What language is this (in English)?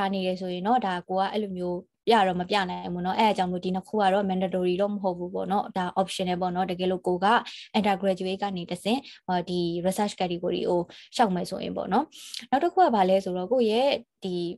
Burmese